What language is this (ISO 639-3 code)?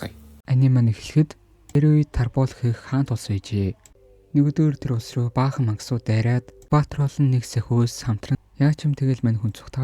mon